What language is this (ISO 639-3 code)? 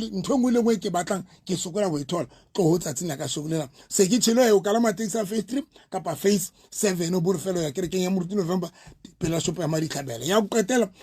sot